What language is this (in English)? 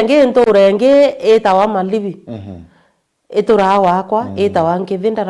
Meru